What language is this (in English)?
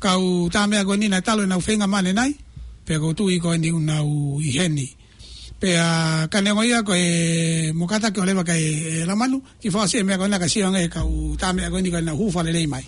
Tongan